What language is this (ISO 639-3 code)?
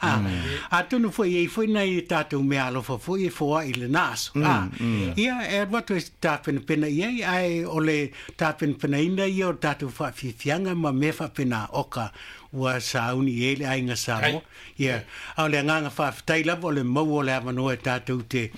smo